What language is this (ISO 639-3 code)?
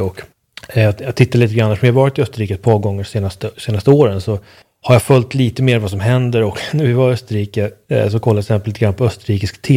swe